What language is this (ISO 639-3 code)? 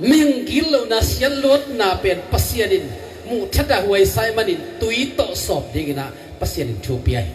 ctd